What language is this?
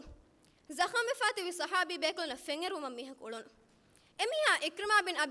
Divehi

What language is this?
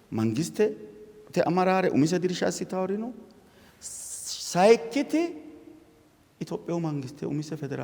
Sidamo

